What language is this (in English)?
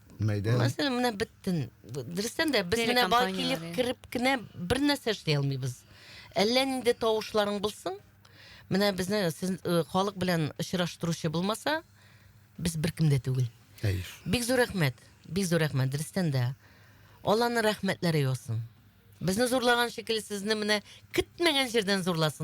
Tatar